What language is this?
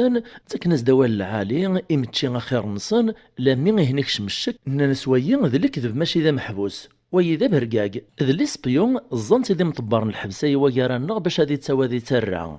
Kabyle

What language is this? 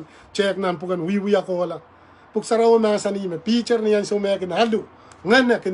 Pohnpeian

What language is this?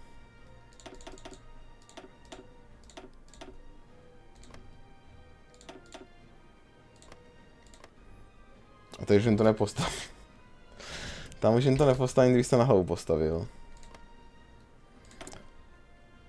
Czech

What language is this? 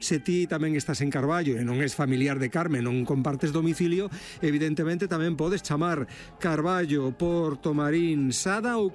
Galician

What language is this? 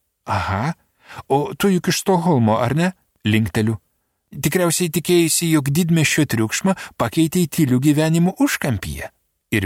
Lithuanian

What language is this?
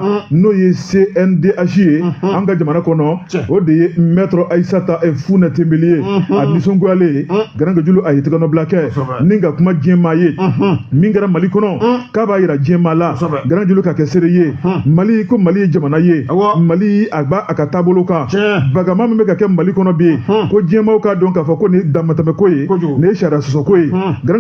Bambara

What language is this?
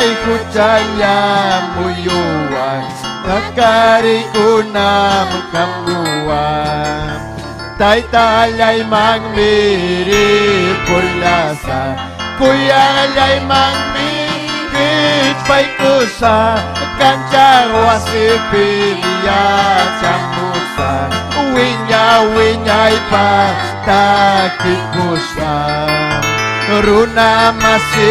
Ayacucho Quechua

